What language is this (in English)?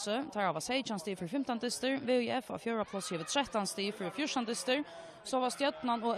Faroese